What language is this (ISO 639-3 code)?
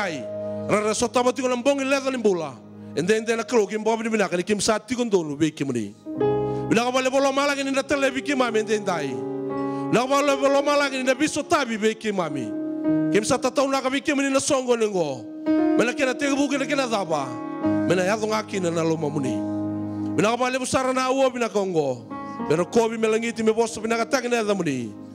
fij